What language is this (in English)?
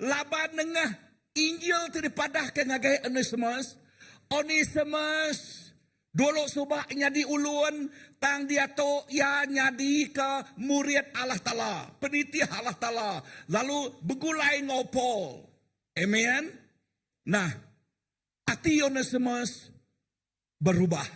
Iban